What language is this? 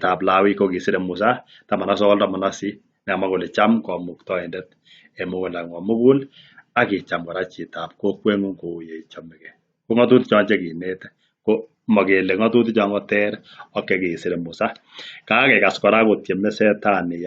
Kalenjin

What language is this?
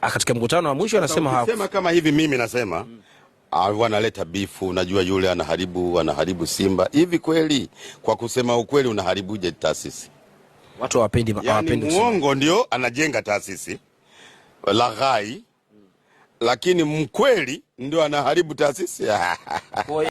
Swahili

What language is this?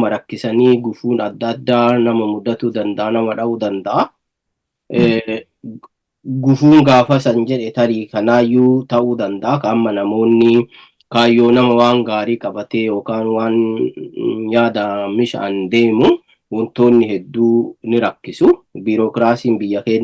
Oromo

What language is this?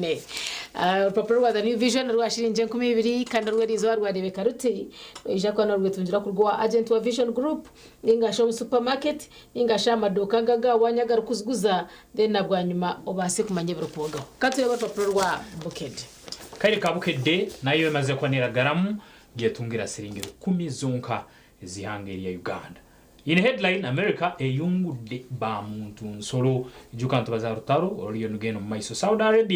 Nyankole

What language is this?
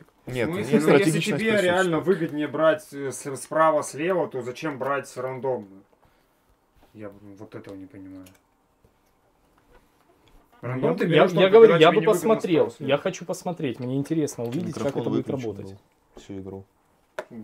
Russian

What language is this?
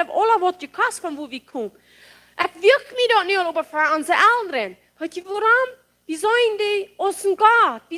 Plautdietsch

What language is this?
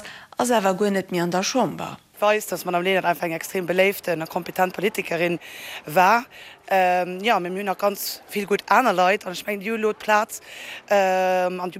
Luxembourgish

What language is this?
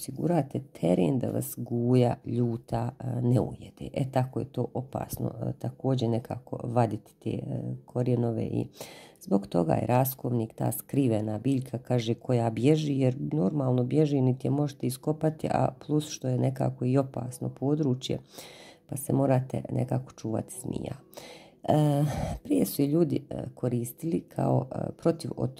Croatian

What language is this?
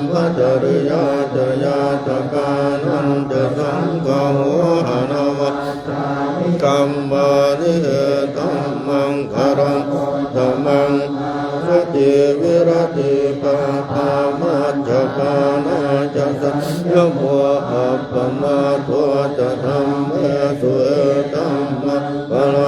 Pali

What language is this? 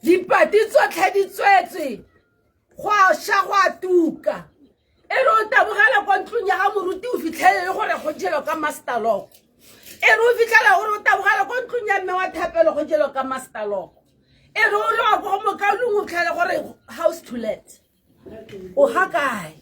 Tswana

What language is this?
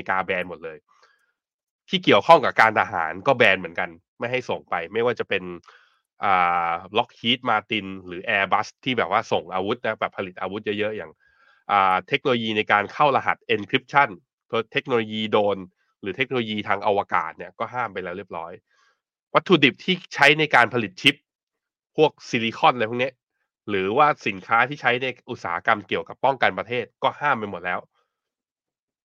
Thai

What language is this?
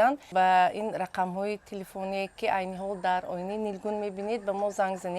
Tajik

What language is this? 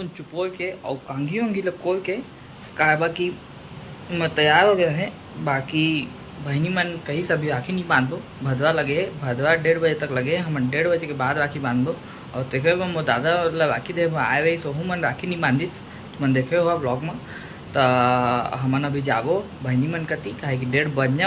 Chhattisgarhi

